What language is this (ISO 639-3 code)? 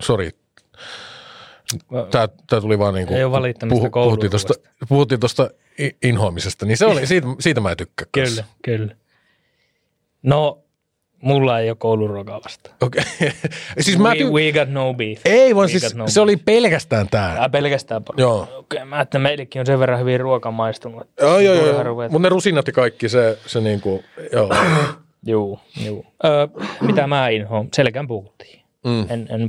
fin